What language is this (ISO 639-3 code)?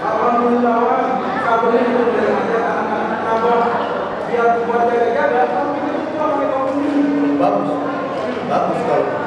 bew